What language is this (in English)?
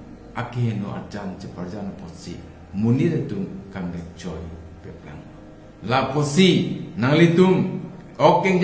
Karbi